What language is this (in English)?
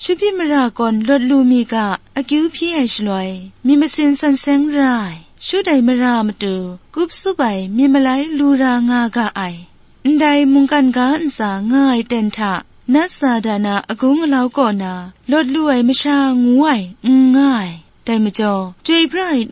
Kachin